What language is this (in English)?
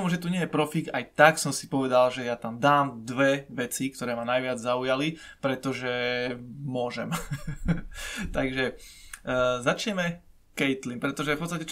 Slovak